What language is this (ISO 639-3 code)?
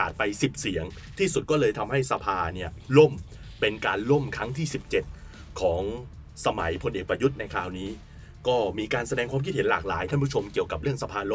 tha